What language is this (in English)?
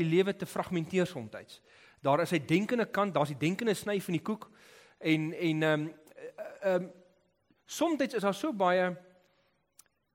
Afrikaans